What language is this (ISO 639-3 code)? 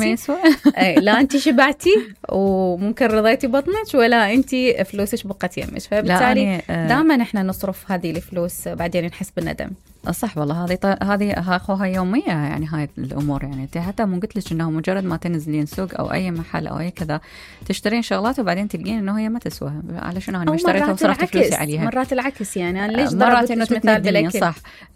acm